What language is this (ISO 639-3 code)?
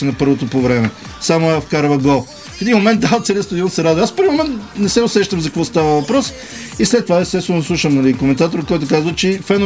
bul